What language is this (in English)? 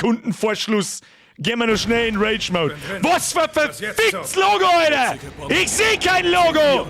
Bavarian